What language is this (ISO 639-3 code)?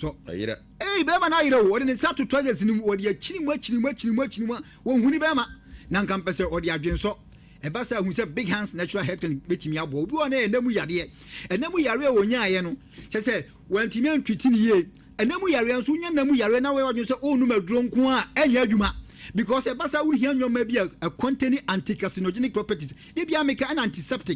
aka